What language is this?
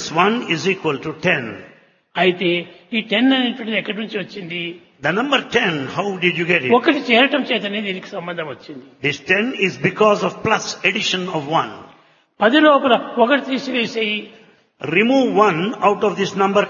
Telugu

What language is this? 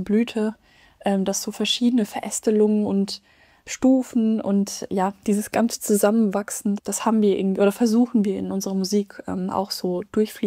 German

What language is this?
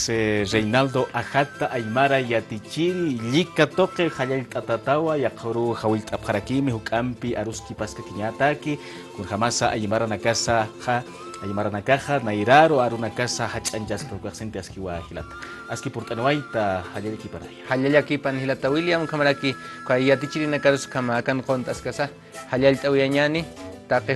Aymara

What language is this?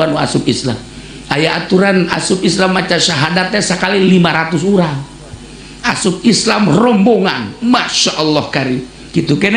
Sundanese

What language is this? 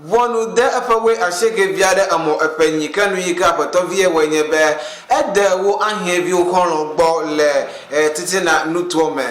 Ewe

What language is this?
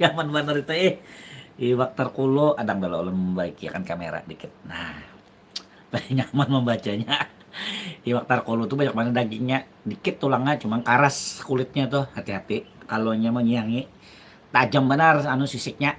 Banjar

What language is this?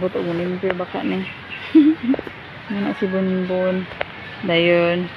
Cebuano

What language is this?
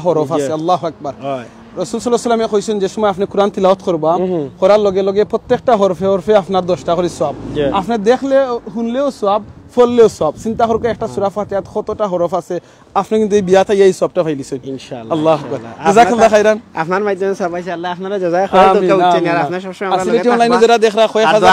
Sylheti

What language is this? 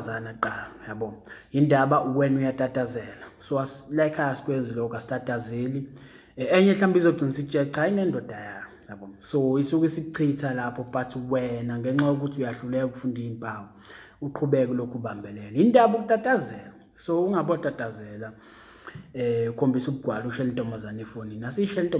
Zulu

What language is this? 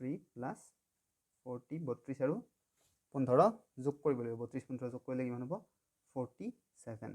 Assamese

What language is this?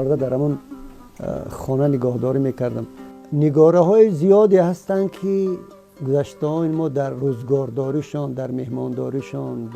Tajik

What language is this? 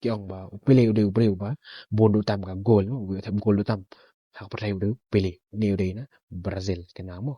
Khasi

